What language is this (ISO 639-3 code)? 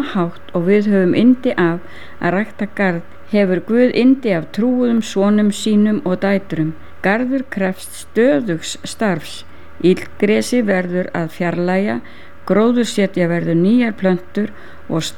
isl